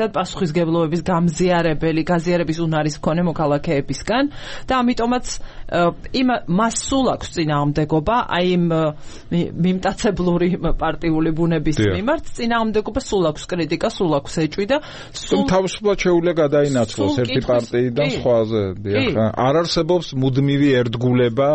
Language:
Georgian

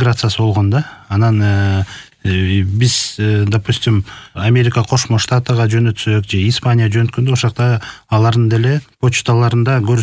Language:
Kyrgyz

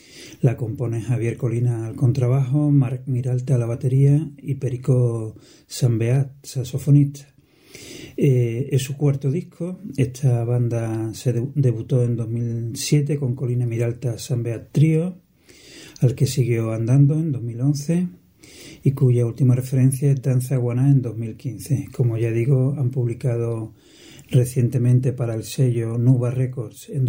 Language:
Spanish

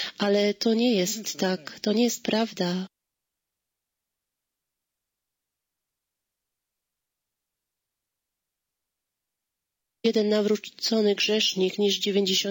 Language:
Polish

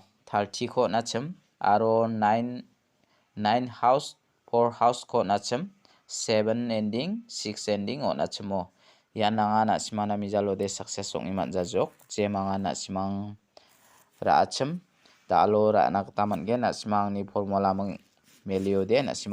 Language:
Garo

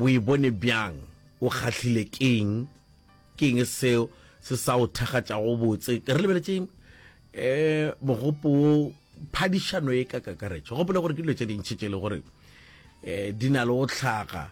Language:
Northern Sotho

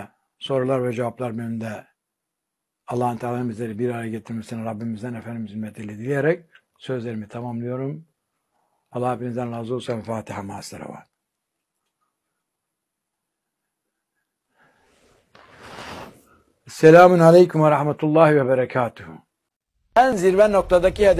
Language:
Turkish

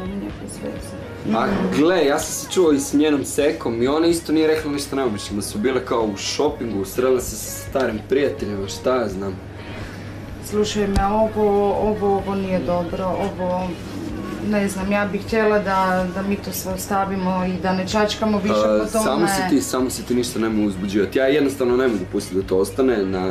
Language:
Croatian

